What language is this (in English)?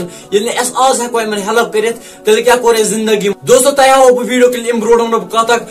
Kashmiri